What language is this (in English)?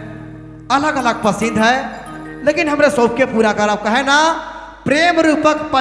Sadri